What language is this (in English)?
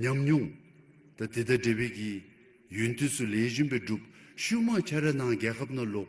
Dzongkha